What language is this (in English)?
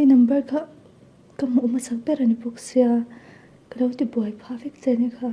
Mizo